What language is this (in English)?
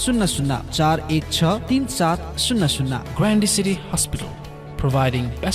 Newari